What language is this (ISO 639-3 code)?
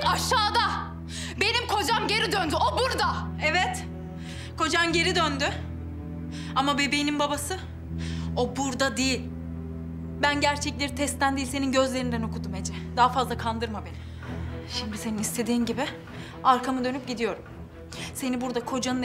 tur